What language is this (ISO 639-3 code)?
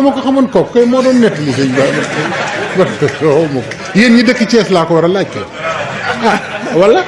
wol